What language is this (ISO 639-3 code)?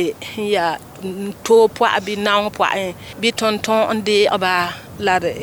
mos